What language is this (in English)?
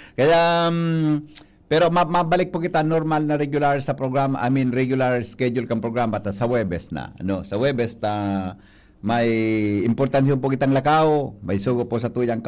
Bikol